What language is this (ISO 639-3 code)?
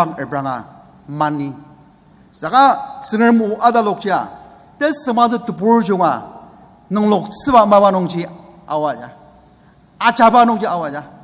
njo